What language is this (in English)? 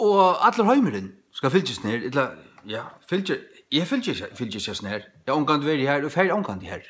Faroese